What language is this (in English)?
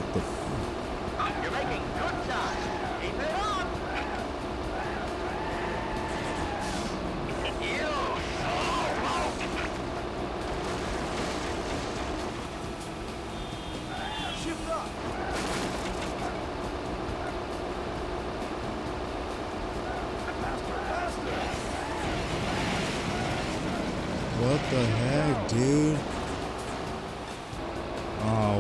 English